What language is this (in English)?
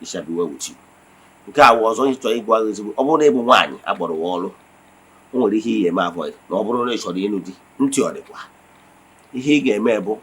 Igbo